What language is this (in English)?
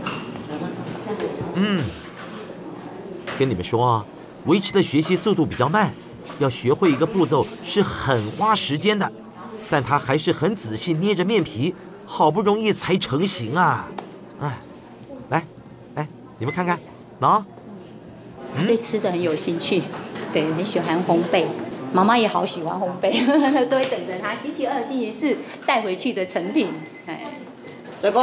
Chinese